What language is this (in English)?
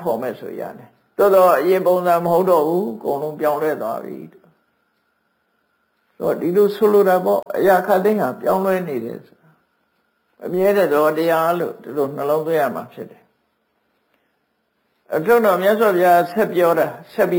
Burmese